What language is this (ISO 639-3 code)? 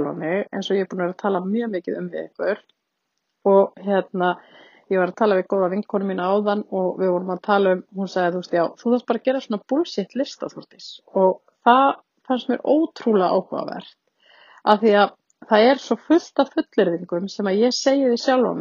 isl